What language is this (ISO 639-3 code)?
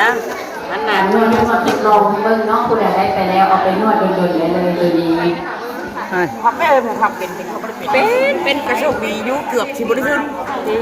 tts